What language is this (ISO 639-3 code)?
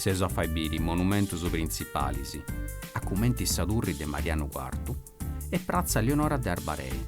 srd